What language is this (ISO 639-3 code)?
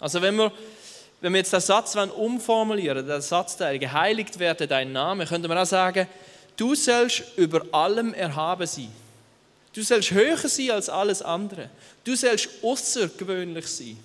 gsw